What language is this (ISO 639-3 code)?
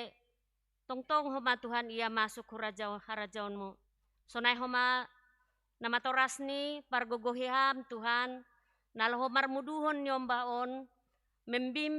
bts